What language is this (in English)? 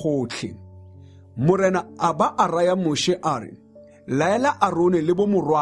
Tswana